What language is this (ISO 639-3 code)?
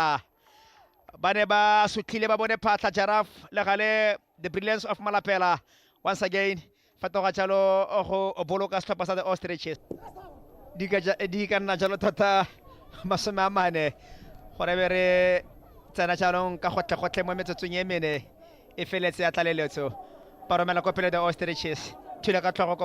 tsn